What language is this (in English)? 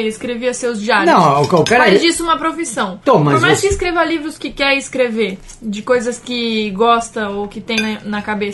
Portuguese